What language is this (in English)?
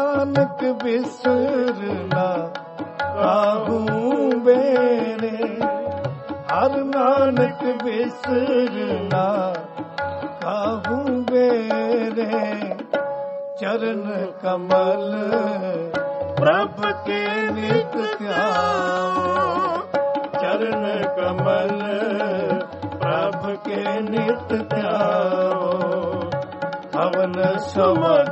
Punjabi